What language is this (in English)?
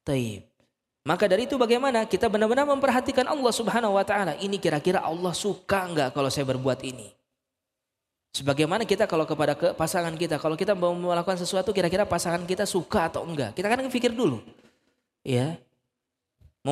Indonesian